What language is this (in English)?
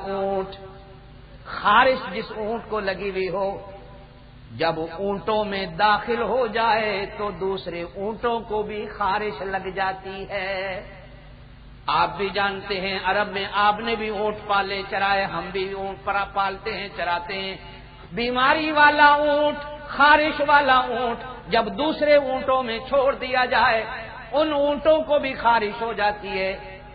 Urdu